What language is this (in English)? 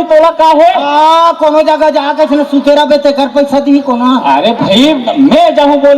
Chhattisgarhi